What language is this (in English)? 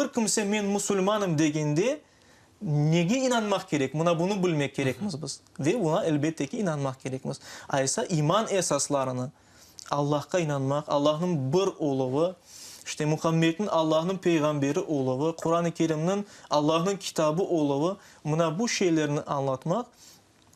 Crimean Tatar